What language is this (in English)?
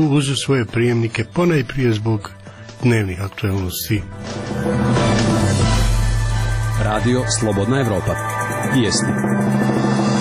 Croatian